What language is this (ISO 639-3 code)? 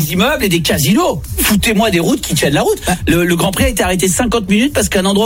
fra